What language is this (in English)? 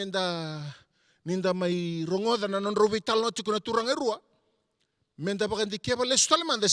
Fijian